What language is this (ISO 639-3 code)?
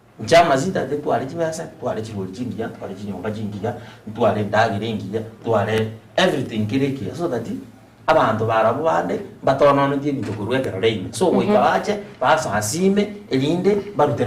guz